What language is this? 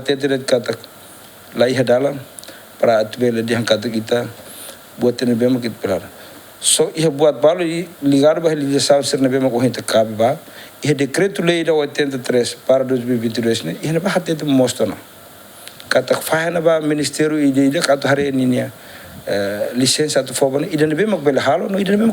Tetum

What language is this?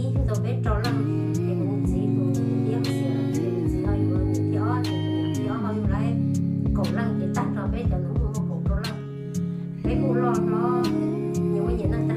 Hmong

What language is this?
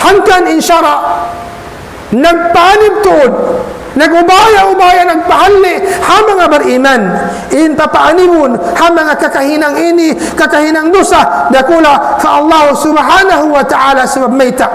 Tausug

